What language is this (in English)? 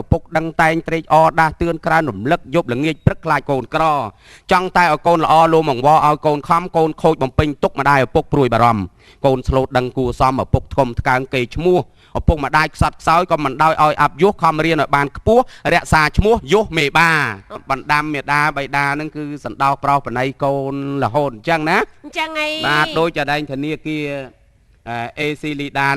Khmer